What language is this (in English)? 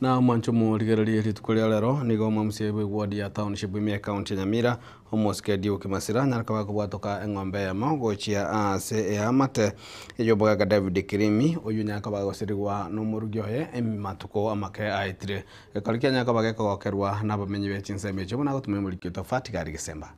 Gusii